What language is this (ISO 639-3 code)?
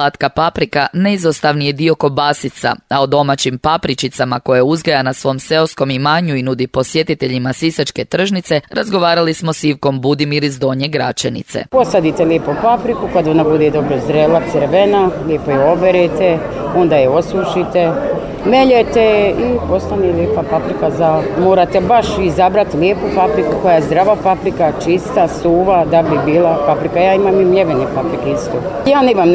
hrv